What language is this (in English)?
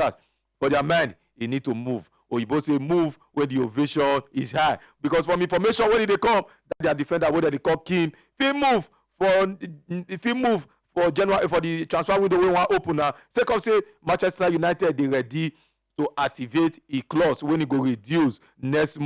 Nigerian Pidgin